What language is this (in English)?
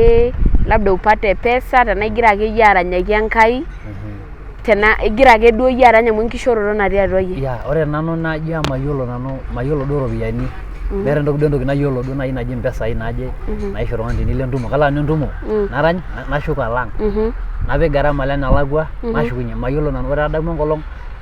Masai